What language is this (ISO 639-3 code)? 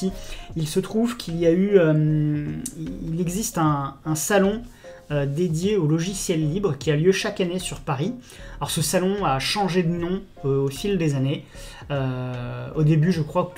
fra